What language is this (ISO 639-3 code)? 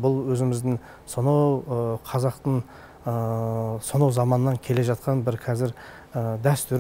kaz